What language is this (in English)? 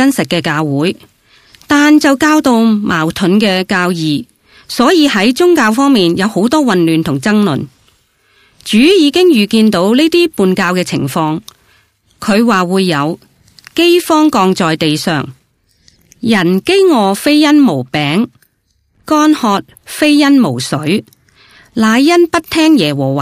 Cantonese